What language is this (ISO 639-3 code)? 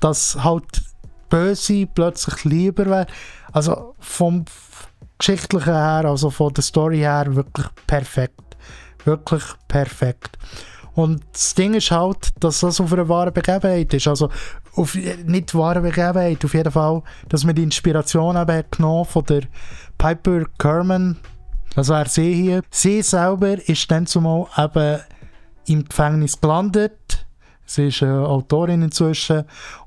gsw